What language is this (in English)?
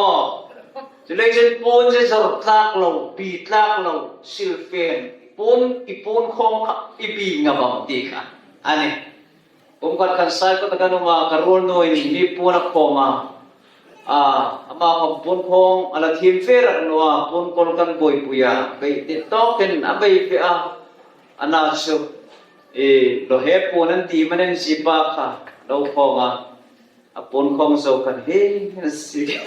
Hmar